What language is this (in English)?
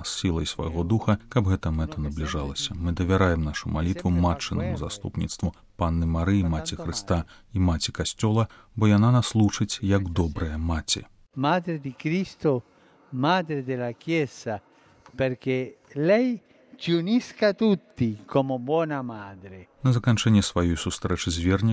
Belarusian